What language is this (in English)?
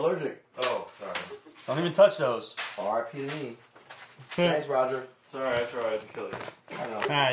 English